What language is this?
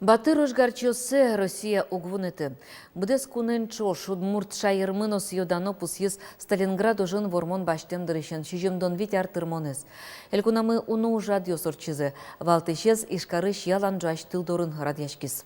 Udmurt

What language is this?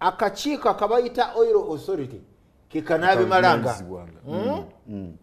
Ganda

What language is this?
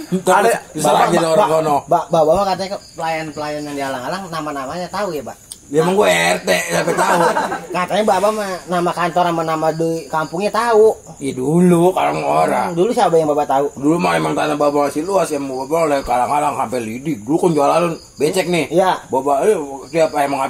Betawi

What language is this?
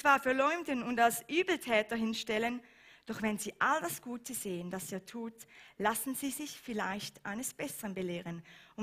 Swiss German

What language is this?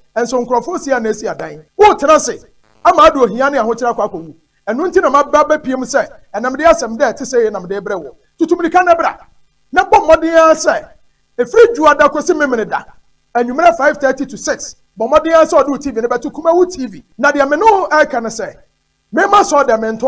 Akan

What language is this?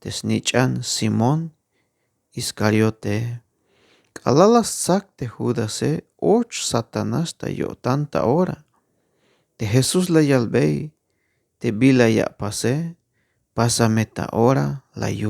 Tzeltal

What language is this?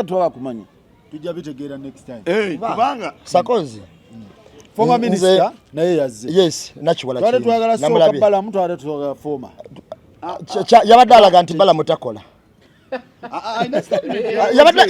Ganda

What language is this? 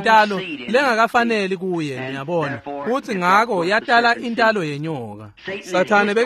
Swati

